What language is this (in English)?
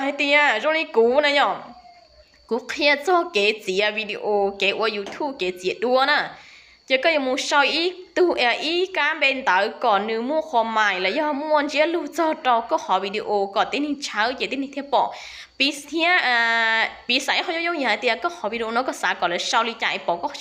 Hmong